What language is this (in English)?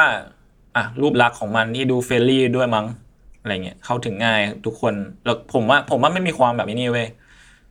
Thai